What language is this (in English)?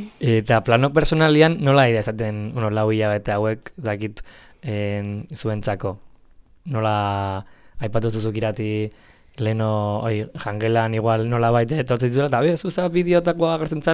Basque